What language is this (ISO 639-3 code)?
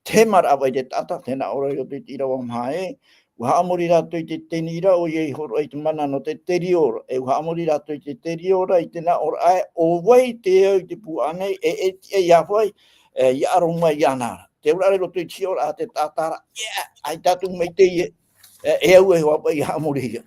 tah